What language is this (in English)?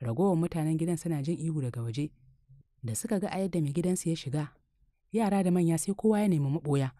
Hausa